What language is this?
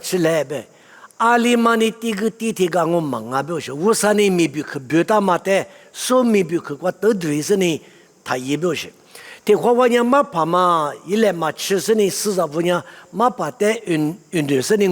Lisu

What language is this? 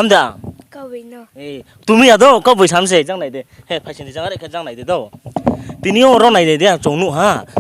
Riang (India)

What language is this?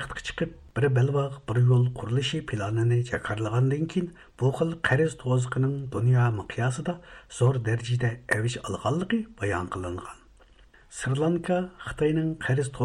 Uyghur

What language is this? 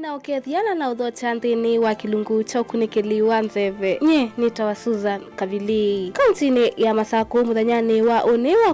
Kamba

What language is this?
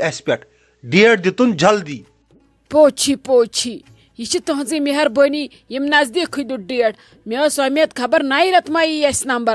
Kashmiri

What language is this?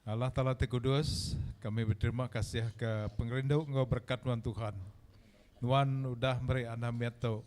Iban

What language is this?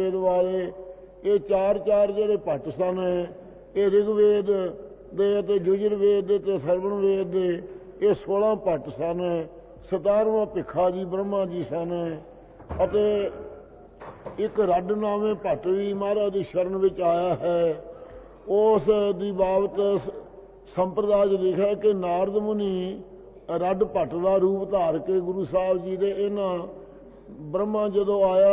Punjabi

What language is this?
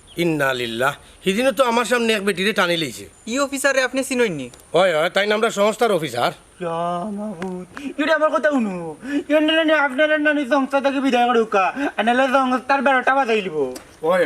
Sylheti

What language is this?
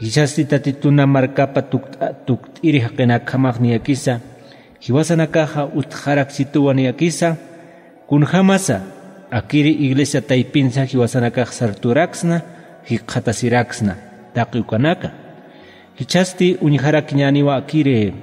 Aymara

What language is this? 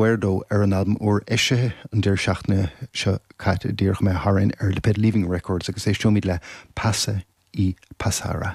Irish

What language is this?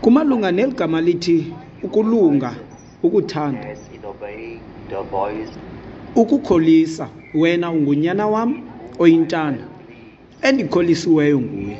Xhosa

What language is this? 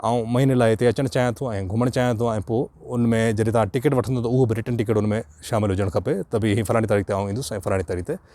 Sindhi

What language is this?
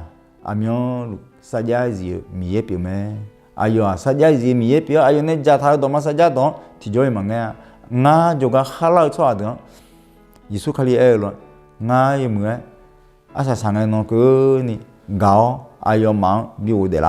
Akha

